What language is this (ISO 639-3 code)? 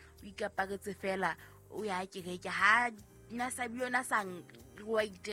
sot